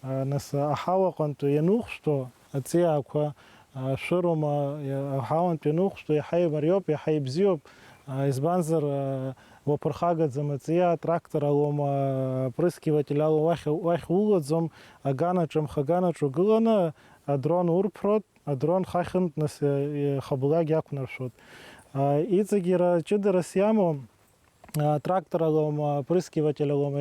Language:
Abkhazian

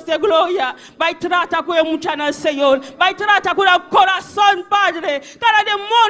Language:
Papiamento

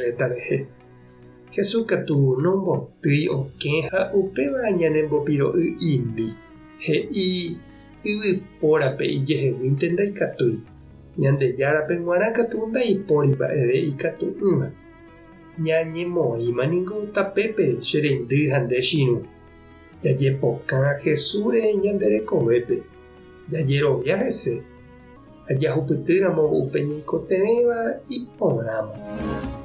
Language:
Guarani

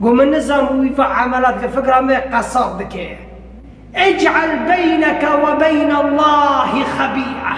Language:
Kurdish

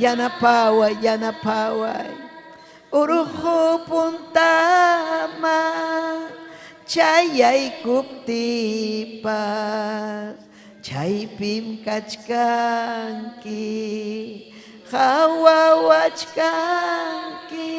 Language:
Ayacucho Quechua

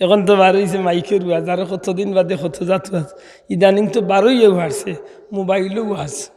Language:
Sylheti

